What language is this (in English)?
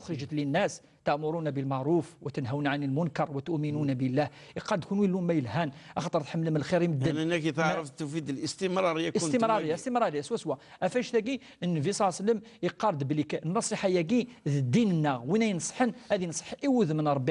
Kabyle